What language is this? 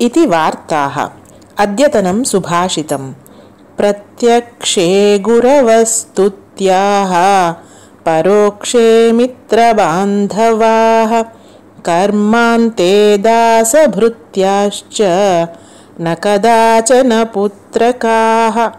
Sanskrit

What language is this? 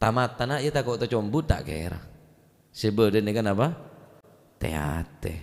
Madurese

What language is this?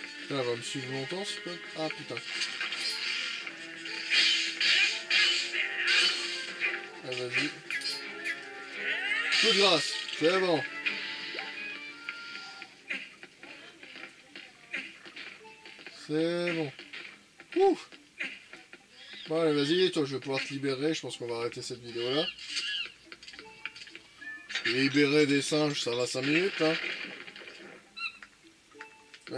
French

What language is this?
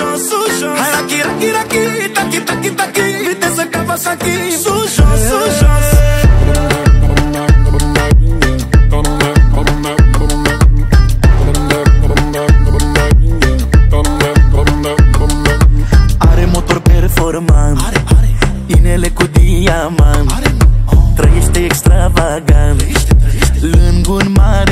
Romanian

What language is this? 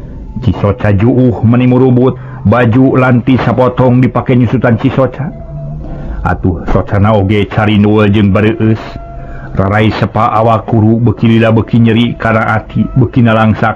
Sundanese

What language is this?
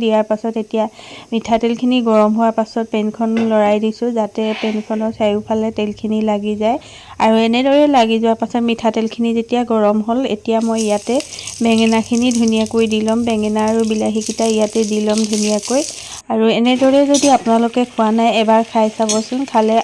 Assamese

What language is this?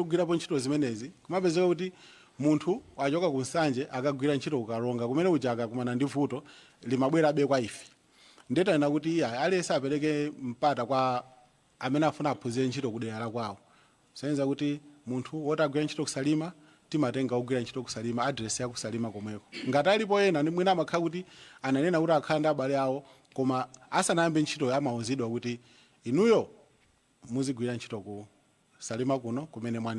Nyanja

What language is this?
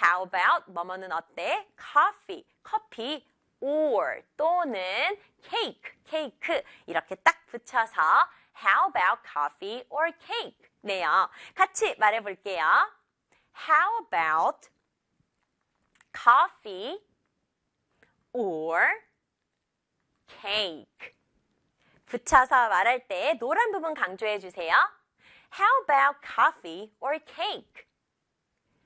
Korean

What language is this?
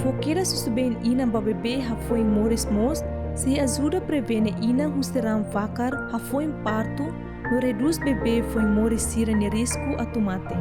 Tetum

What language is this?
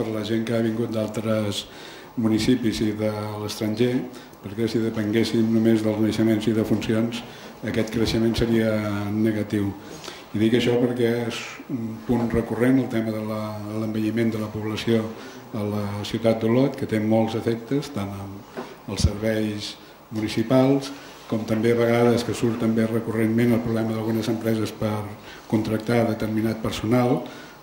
Catalan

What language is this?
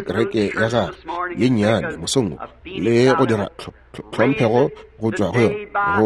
Northern Sotho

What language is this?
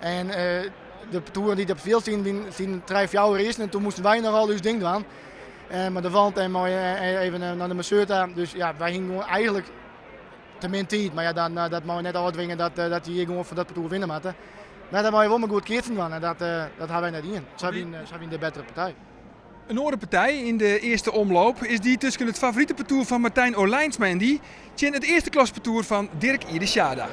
Western Frisian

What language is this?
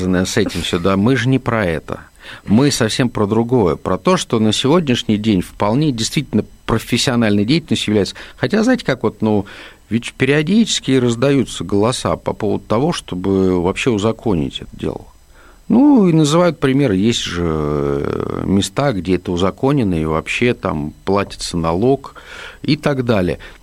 Russian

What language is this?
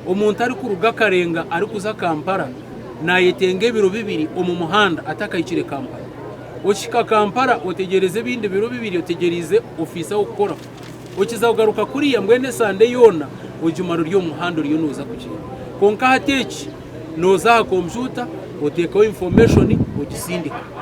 Nyankole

